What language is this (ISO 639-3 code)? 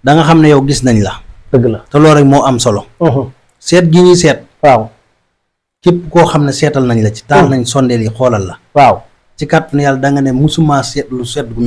wol